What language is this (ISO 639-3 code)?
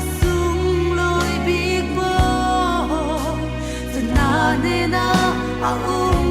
cfm